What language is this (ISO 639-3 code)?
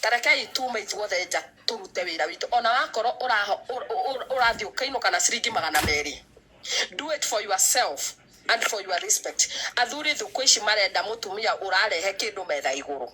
kik